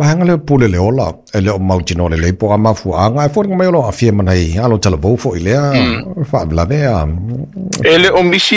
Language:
Samoan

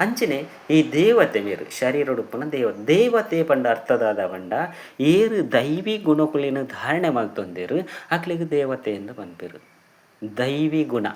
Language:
Tulu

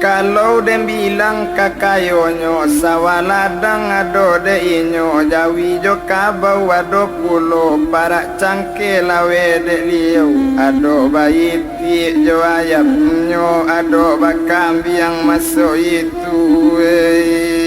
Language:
Minangkabau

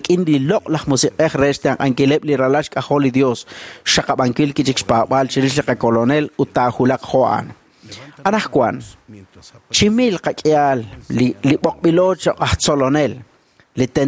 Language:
Kekchí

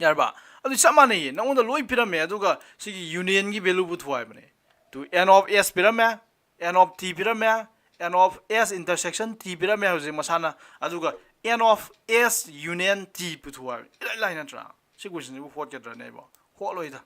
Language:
Manipuri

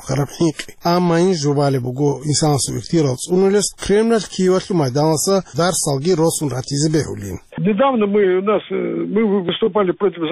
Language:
Avaric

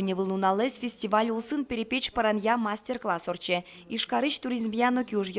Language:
Udmurt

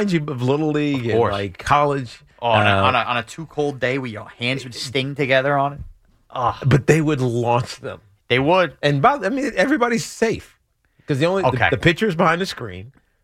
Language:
English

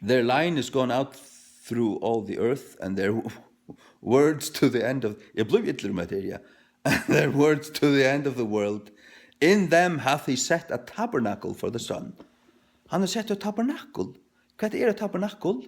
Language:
Faroese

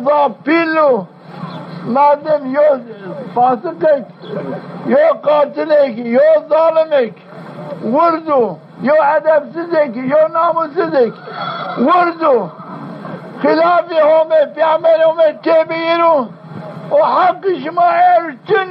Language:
Zaza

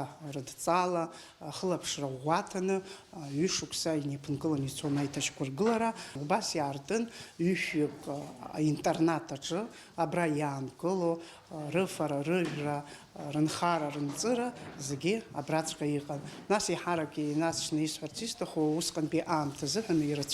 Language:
Abkhazian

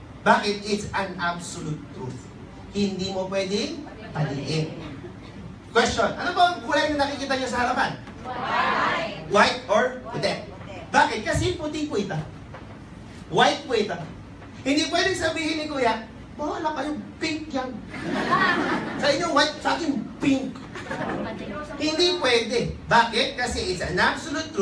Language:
Filipino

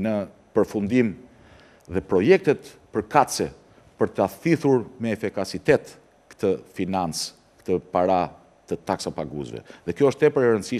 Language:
Albanian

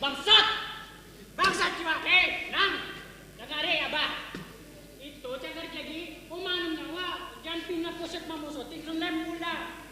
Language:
Banjar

